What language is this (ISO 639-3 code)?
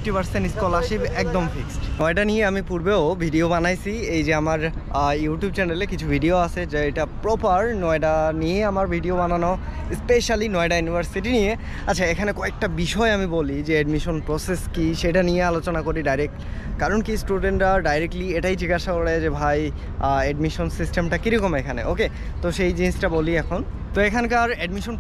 ben